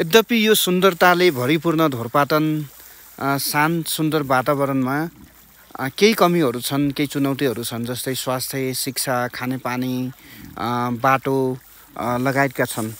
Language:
Nepali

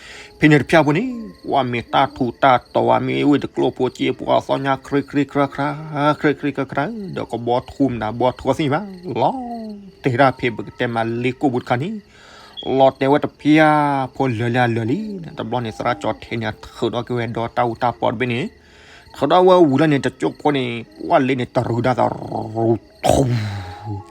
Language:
S'gaw Karen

